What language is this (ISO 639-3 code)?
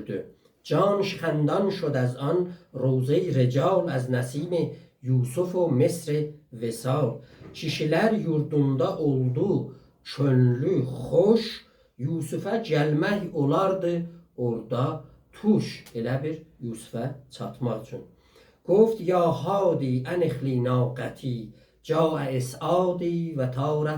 azb